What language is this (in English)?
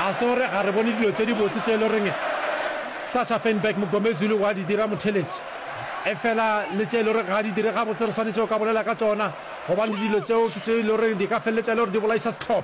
Northern Sotho